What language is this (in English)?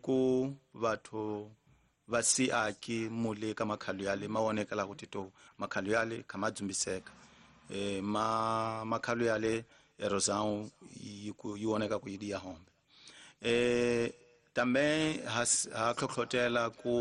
Tsonga